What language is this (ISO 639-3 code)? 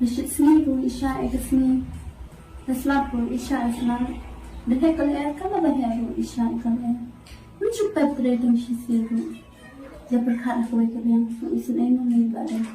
kha